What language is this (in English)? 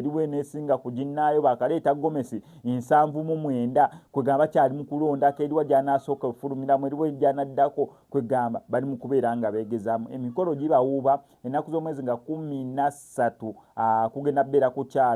Ganda